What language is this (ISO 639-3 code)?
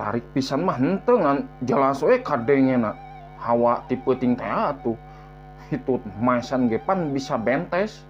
sun